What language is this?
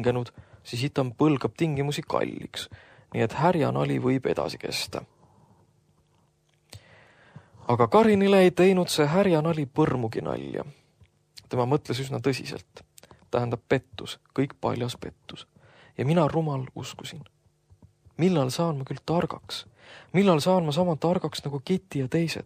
Estonian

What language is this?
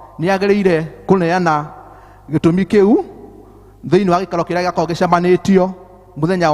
Kikuyu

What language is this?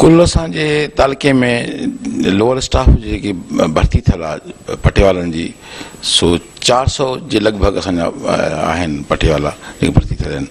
Sindhi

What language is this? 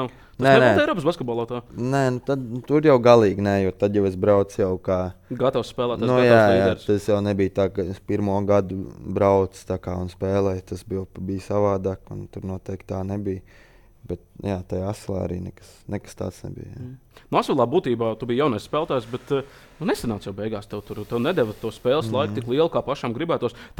Latvian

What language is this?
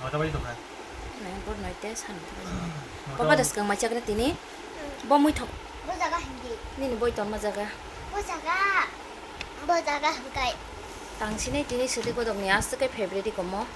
Kok Borok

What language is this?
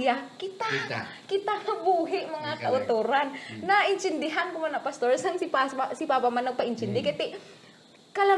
Hiligaynon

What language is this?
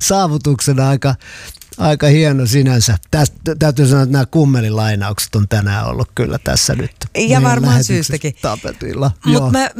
Finnish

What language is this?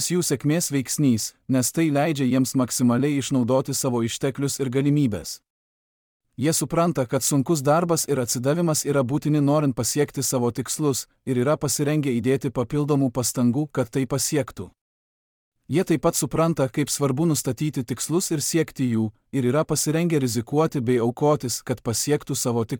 Lithuanian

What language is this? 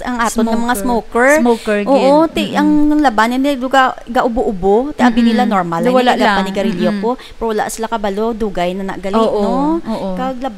Hiligaynon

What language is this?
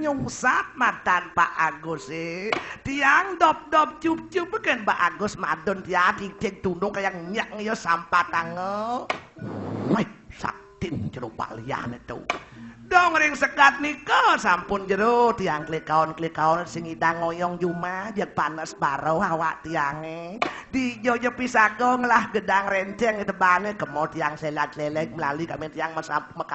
Balinese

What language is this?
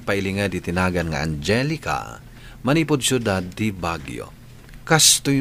Iloko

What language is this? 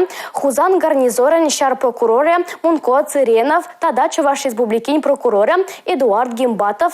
Chuvash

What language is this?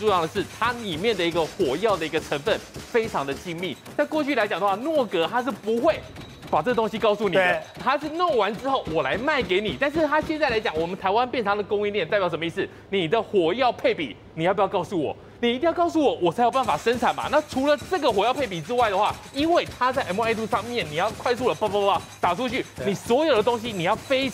Chinese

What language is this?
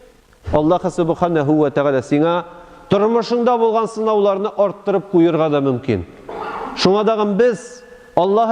Tatar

